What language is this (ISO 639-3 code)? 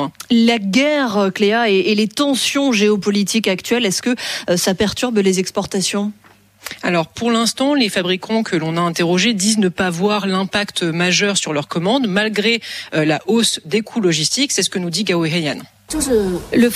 fra